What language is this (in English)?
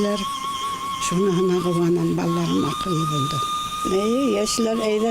Bashkir